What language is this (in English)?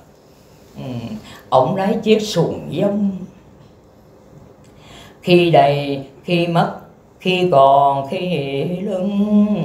Vietnamese